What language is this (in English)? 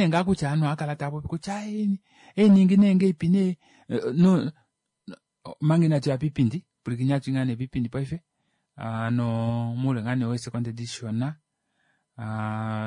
Kuanyama